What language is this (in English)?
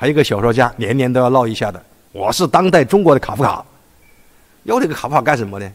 Chinese